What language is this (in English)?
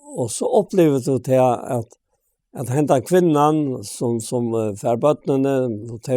Faroese